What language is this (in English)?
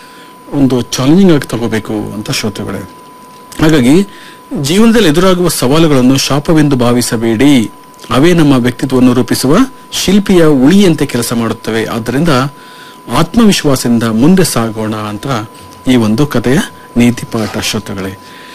Kannada